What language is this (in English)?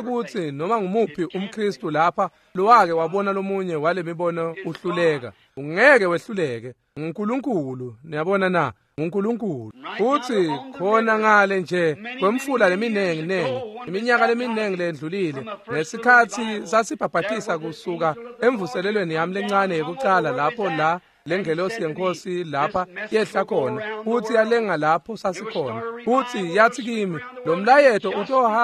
Swati